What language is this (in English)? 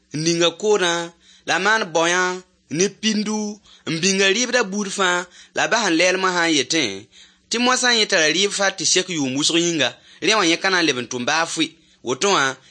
Mossi